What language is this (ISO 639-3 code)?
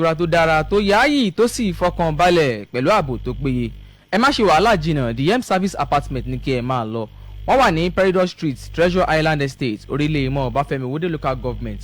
yor